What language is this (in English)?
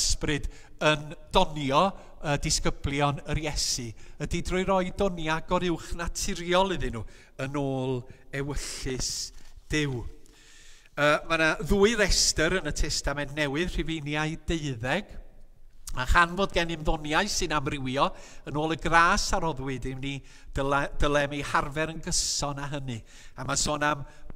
Welsh